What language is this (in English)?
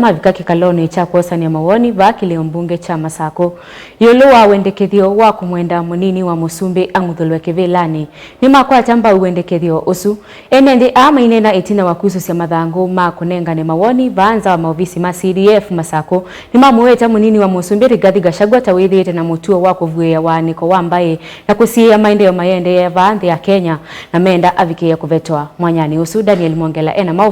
Kamba